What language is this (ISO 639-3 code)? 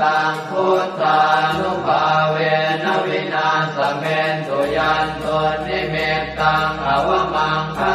pli